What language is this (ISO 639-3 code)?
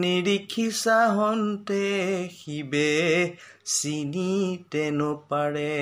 asm